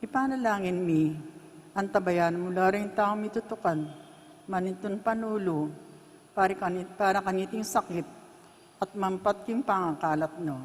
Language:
Pampanga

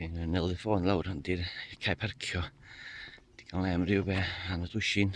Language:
Welsh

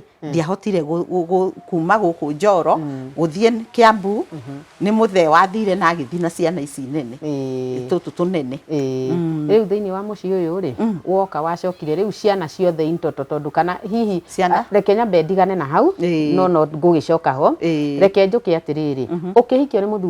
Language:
Kikuyu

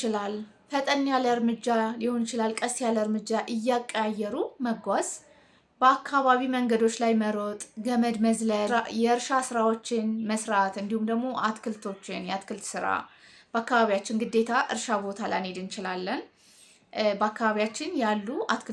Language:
Amharic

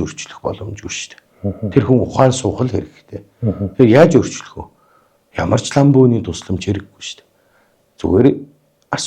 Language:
Mongolian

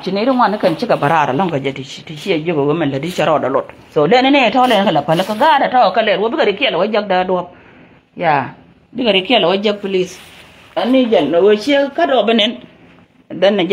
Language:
Nuer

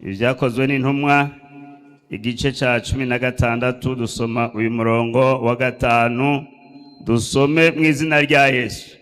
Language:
Rundi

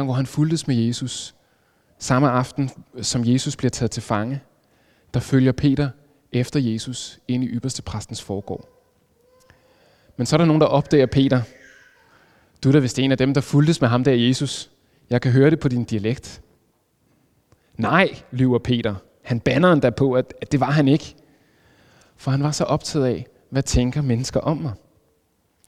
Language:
Danish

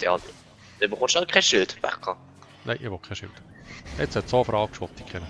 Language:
Swiss German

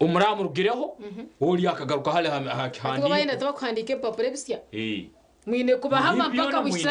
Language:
Nyankole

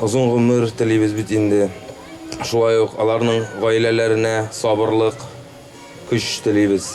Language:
Bashkir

